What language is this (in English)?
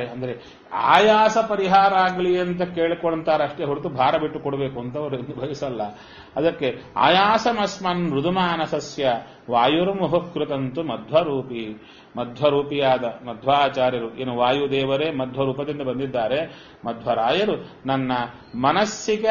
Kannada